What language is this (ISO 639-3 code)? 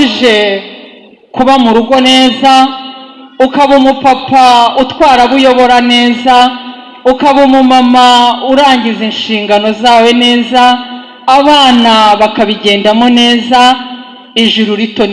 kin